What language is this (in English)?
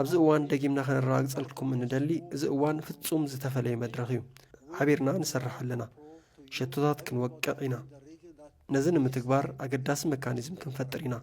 Tigrinya